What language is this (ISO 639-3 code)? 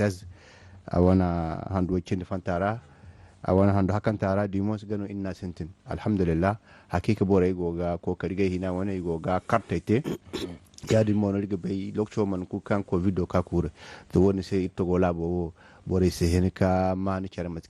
dje